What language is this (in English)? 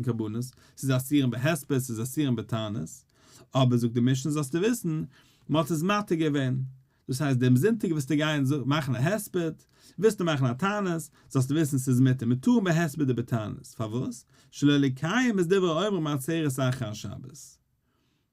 Yiddish